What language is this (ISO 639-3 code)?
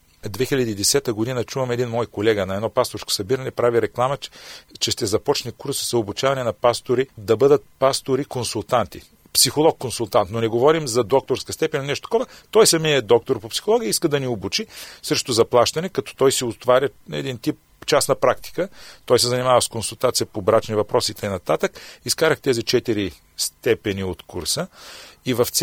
bul